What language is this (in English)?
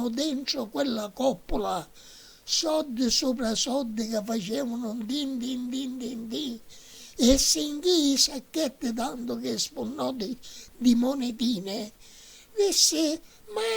Sicilian